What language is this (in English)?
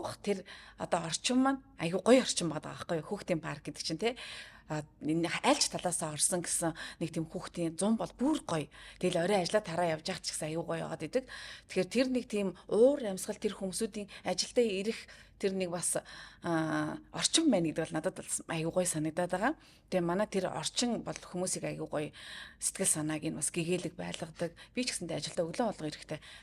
Mongolian